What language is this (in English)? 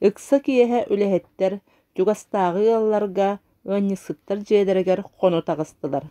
Yakut